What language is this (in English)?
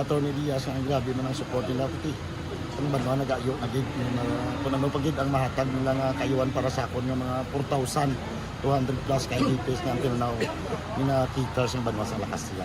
Hiligaynon